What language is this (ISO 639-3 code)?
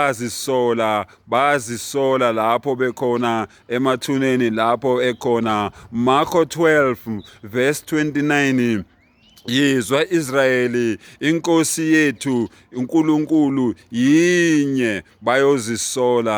zul